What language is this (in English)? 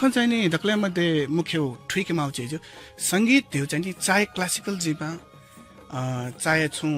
Newari